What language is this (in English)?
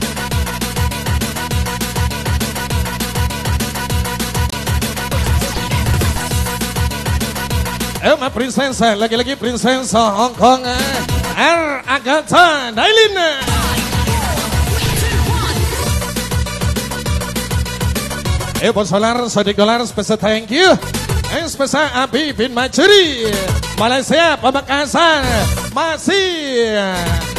Indonesian